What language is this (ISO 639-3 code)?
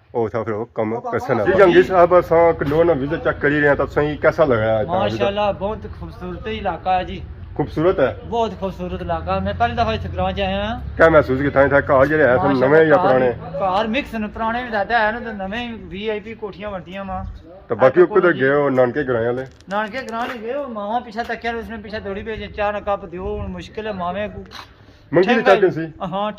phr